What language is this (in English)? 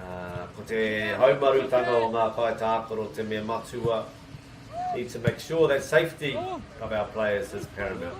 Māori